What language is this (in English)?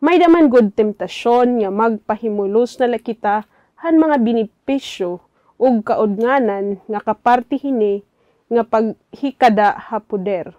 Waray